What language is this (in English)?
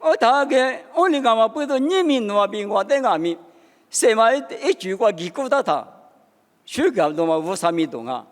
Lisu